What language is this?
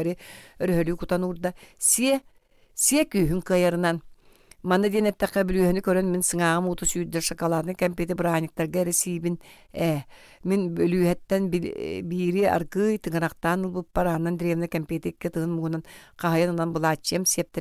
Yakut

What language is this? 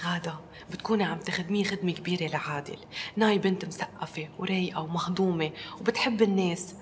North Levantine Arabic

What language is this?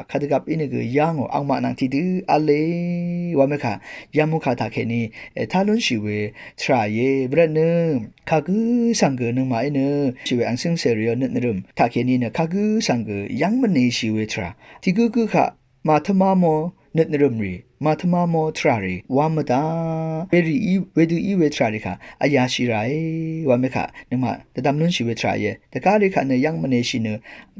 Rawang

